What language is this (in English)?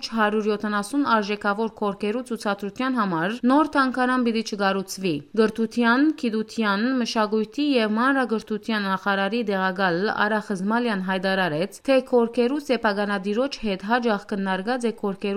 Western Armenian